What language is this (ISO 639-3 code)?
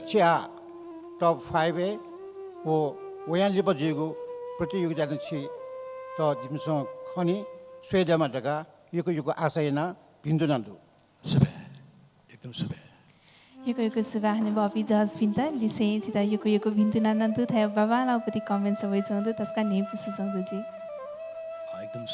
new